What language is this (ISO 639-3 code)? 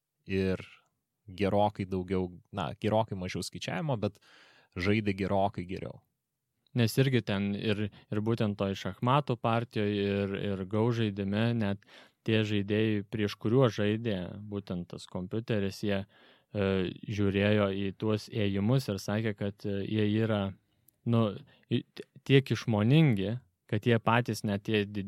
lit